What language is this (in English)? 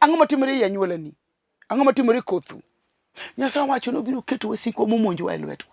Luo (Kenya and Tanzania)